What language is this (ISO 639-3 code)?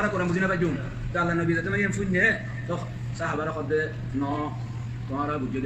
rhg